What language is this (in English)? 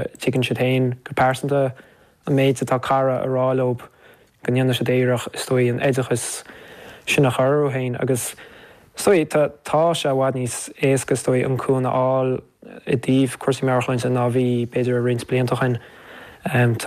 Irish